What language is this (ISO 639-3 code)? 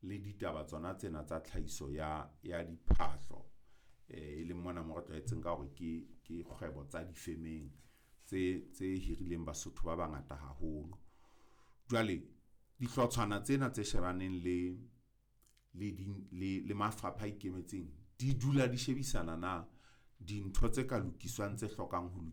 sot